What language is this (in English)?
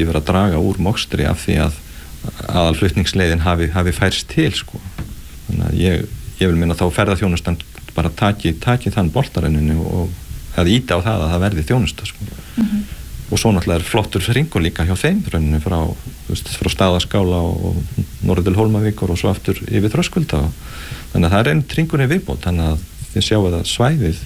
Icelandic